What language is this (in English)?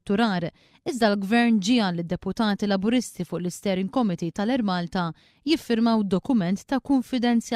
Maltese